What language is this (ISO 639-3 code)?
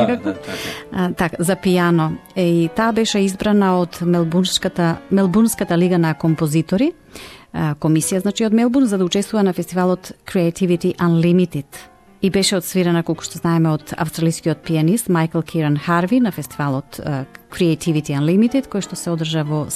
mkd